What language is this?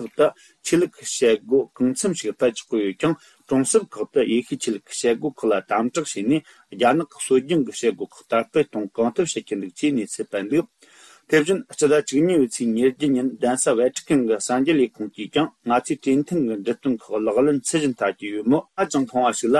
Tibetan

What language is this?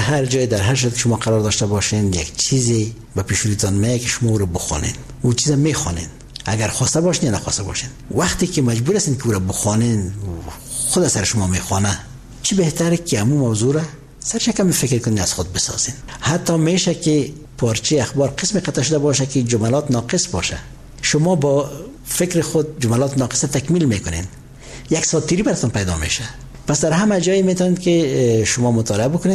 Persian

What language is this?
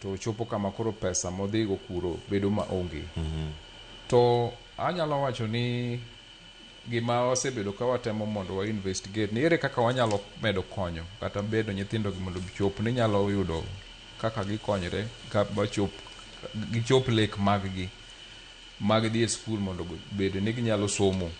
Luo (Kenya and Tanzania)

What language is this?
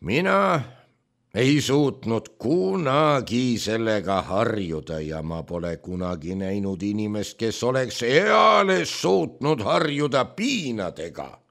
Estonian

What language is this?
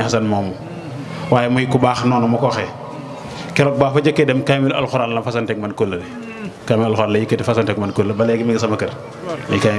Wolof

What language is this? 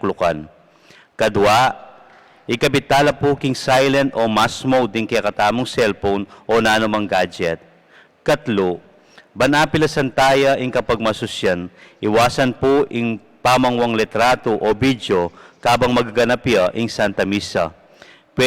Pampanga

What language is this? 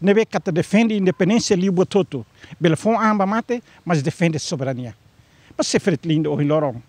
Tetum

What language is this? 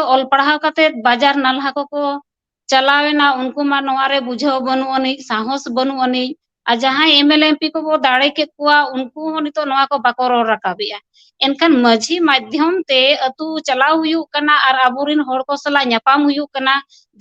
Santali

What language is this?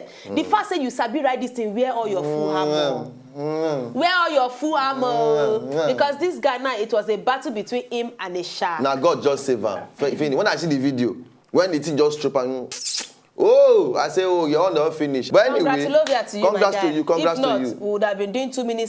Nigerian Pidgin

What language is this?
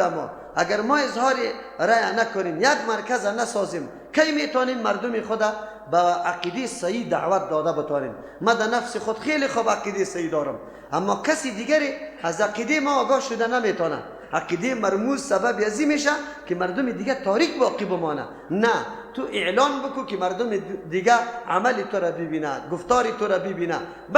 Persian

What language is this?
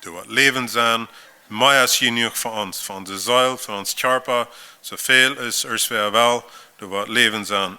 Plautdietsch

